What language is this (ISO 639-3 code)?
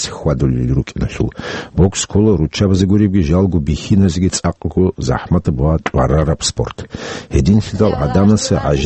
ava